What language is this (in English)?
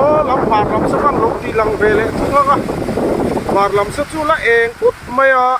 Mizo